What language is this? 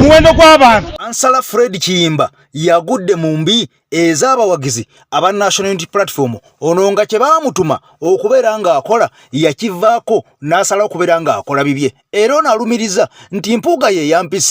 Ganda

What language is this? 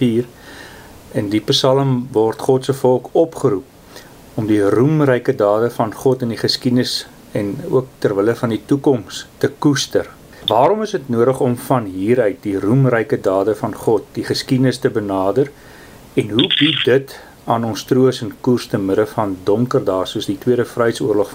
Afrikaans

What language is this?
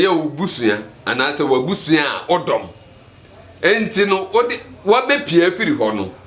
Akan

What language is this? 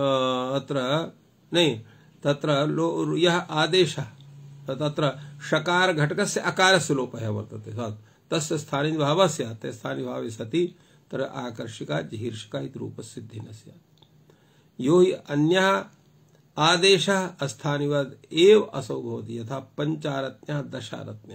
Sanskrit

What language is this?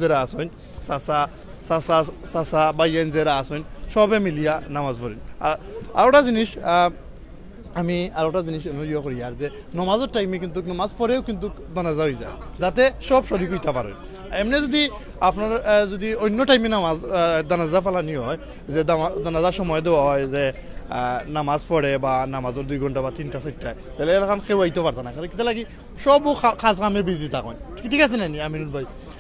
Sylheti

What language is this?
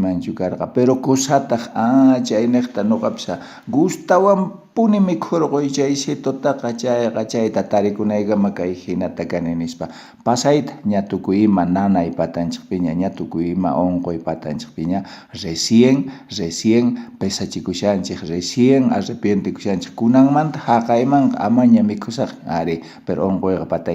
South Bolivian Quechua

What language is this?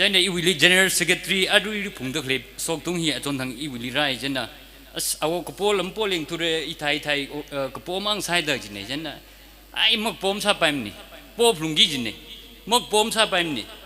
Tangkhul Naga (India)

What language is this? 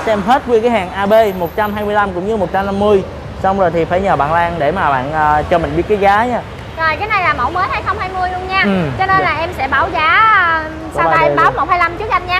Vietnamese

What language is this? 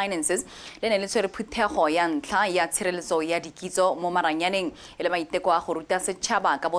Tswana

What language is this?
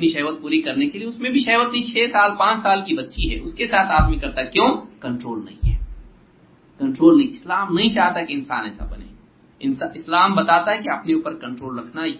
Urdu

